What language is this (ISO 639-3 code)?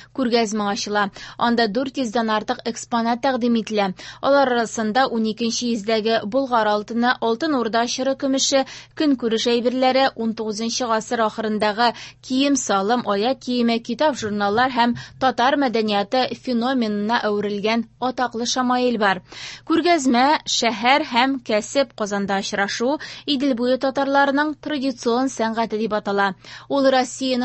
tat